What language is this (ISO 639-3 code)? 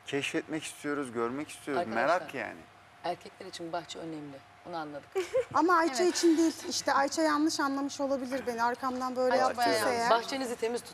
tur